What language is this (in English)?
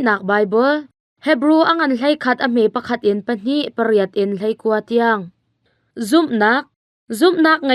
Hakha Chin